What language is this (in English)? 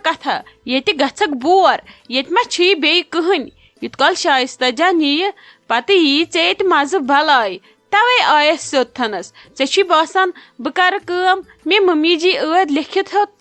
Kashmiri